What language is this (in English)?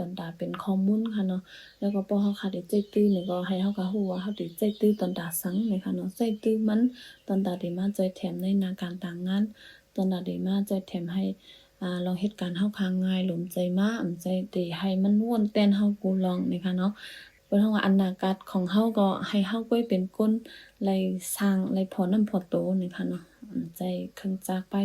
Shan